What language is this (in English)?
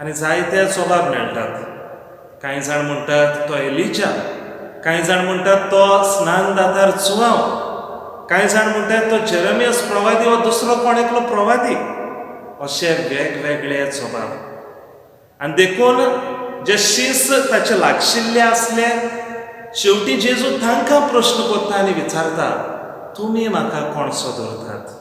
Konkani